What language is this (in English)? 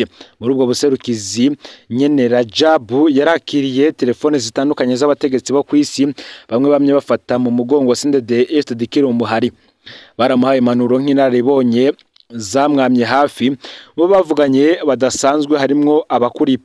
Rundi